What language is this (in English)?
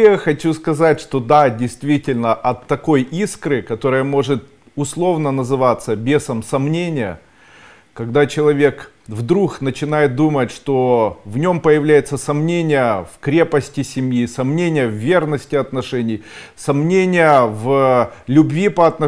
Russian